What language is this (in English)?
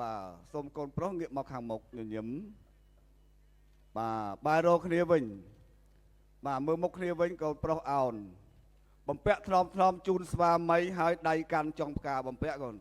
Khmer